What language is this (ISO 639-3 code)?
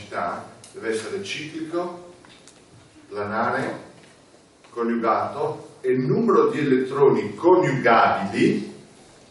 ita